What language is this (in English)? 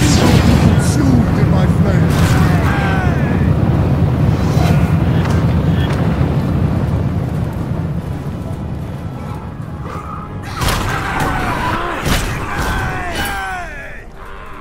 English